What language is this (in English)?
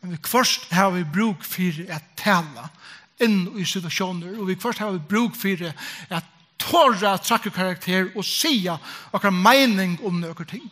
Faroese